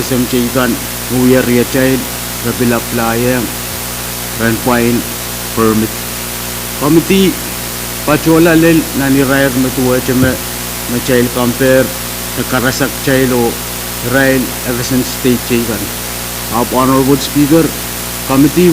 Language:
Pohnpeian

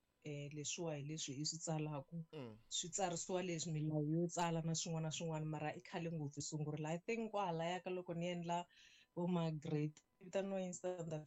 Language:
Tsonga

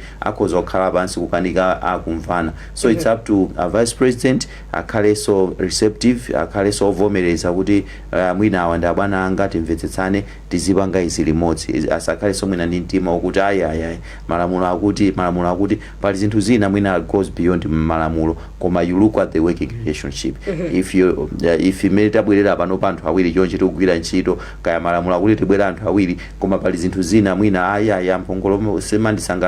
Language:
Nyanja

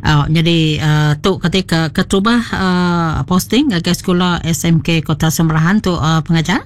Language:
Iban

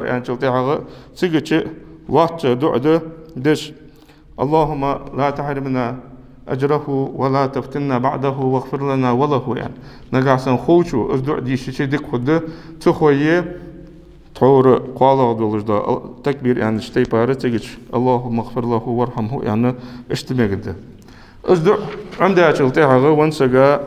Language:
Ingush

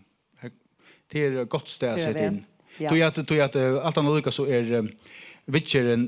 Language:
Faroese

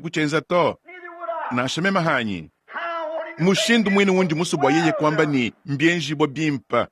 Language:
Luba-Lulua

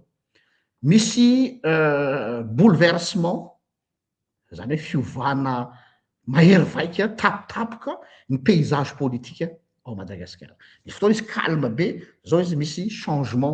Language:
Malagasy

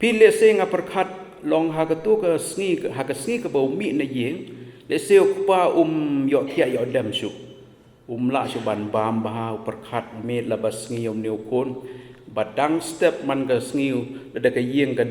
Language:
Khasi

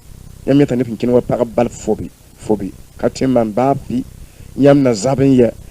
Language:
Mossi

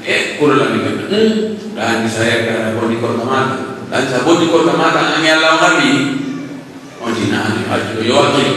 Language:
Pular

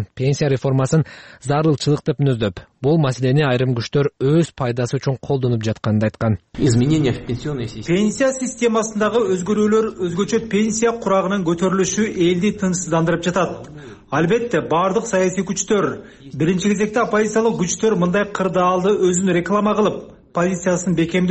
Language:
Kyrgyz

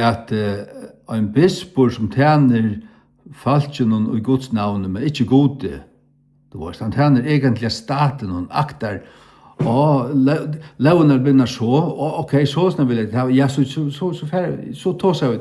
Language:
Faroese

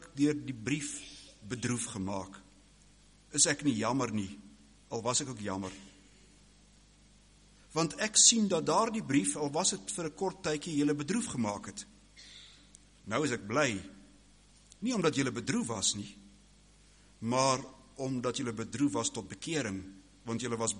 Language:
Afrikaans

